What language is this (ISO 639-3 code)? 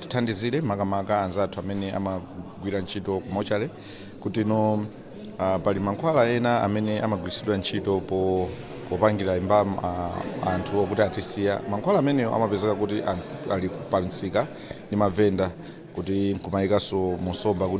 nya